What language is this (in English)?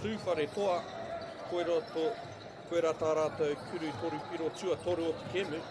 Māori